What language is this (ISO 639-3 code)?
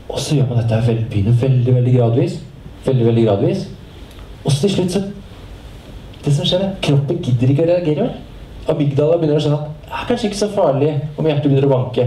nor